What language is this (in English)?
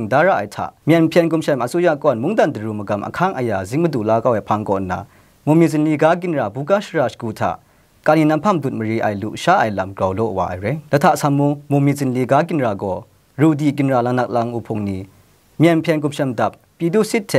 Kachin